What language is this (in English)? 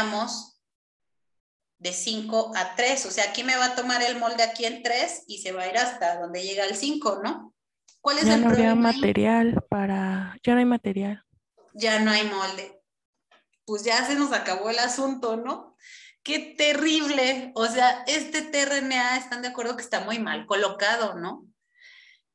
Spanish